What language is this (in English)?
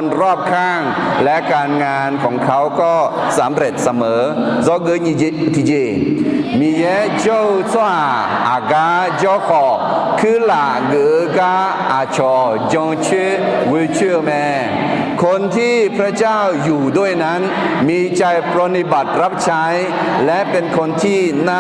Akha